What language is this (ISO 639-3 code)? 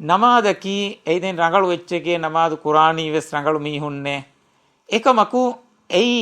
div